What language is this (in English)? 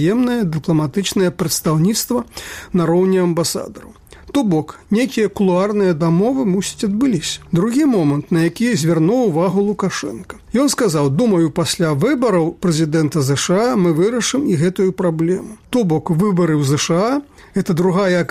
Belarusian